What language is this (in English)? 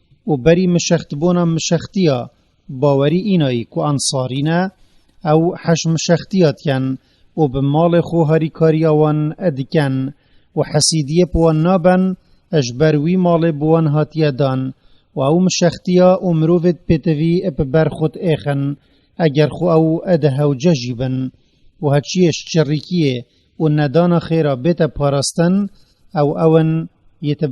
Kurdish